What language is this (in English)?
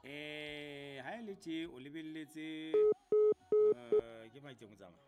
Southern Sotho